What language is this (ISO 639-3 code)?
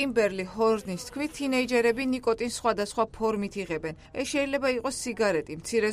kat